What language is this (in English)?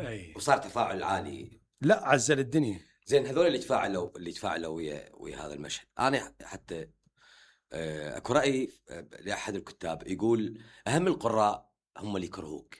Mesopotamian Arabic